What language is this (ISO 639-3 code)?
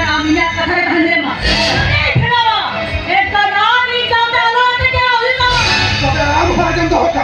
sat